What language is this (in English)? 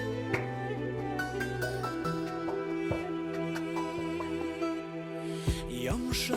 Bashkir